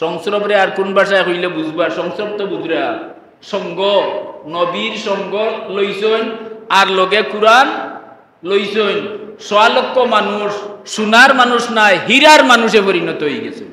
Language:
Sylheti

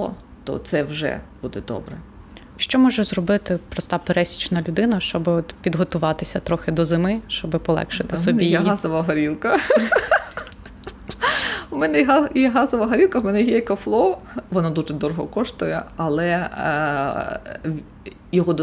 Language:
Ukrainian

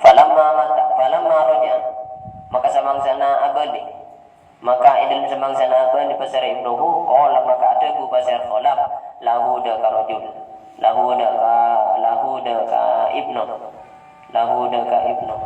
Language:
Madurese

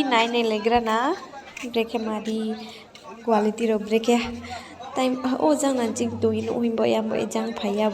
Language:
Riang (India)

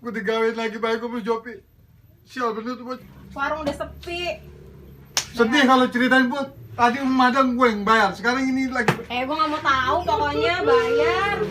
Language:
Betawi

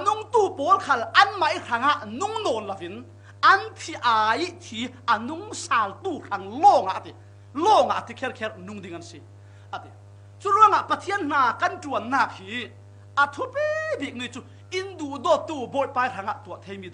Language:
Falam Chin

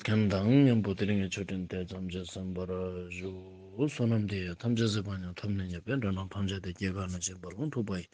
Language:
Ladakhi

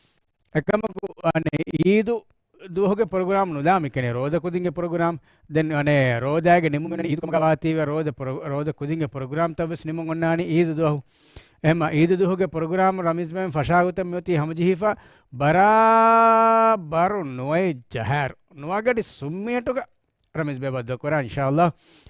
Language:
Divehi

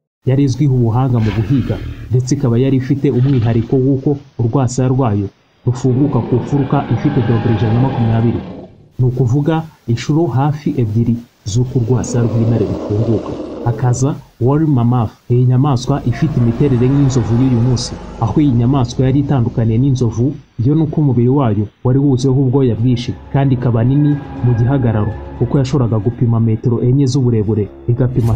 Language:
Kinyarwanda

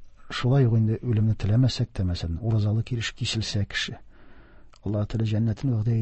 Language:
Tatar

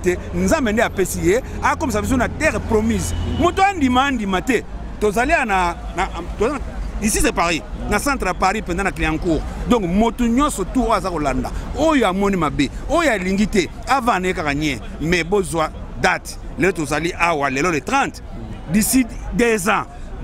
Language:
Lingala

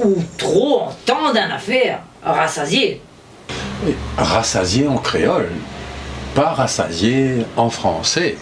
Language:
Réunion Creole French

